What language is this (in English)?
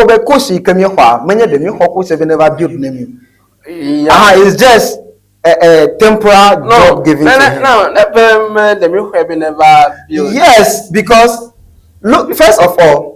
Ewe